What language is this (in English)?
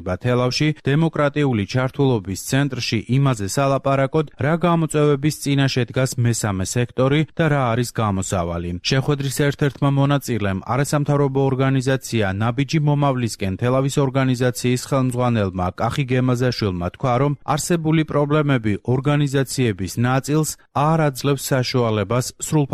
Georgian